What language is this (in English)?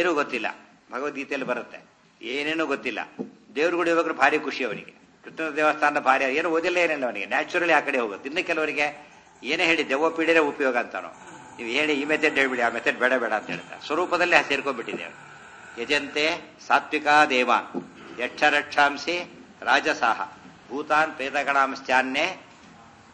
Kannada